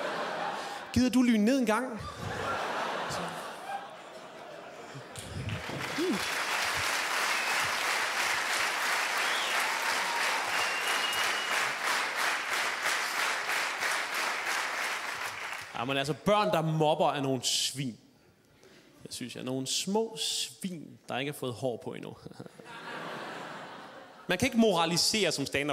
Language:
Danish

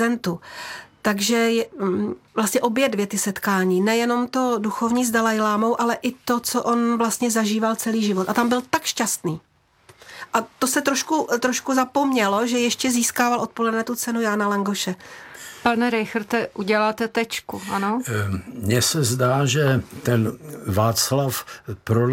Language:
Czech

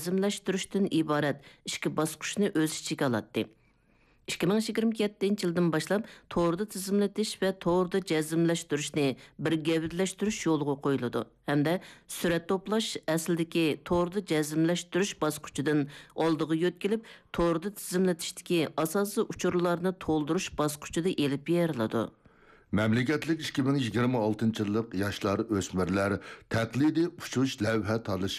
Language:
Uyghur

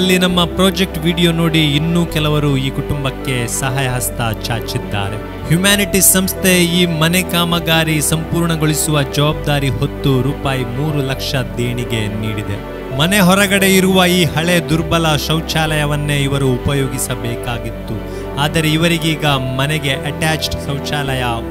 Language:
Kannada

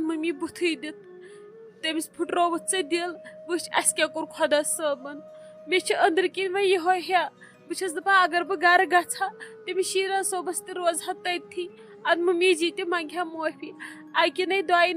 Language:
Kashmiri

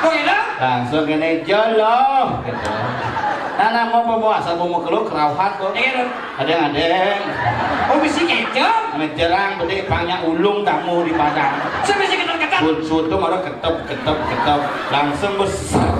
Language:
Balinese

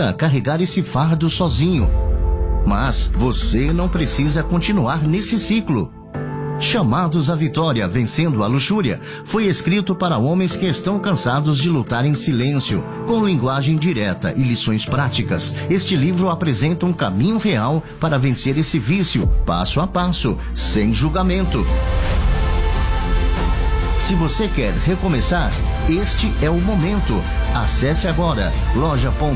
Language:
Portuguese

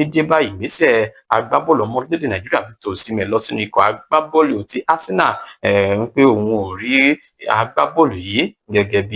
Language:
Yoruba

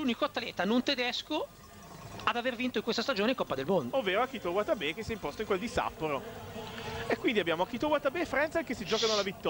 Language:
Italian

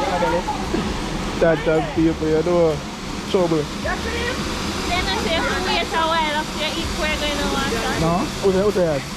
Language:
Jamaican Creole English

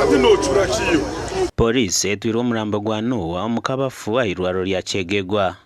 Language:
Nyankole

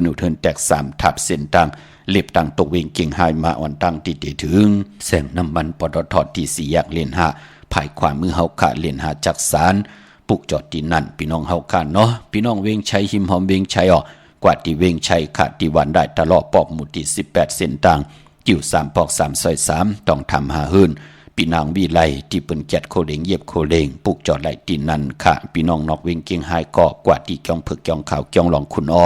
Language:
Shan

